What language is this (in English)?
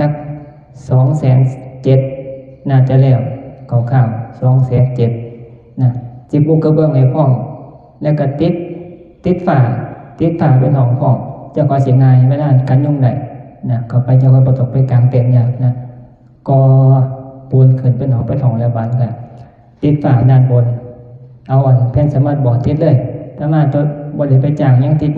Northeastern Thai